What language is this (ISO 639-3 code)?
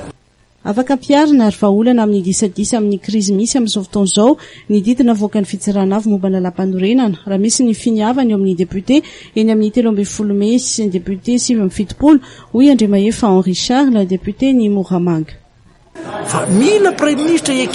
mlg